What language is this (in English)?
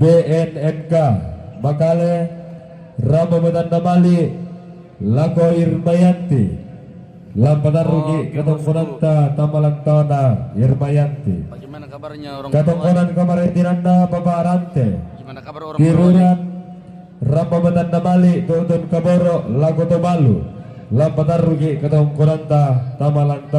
Toraja-Sa'dan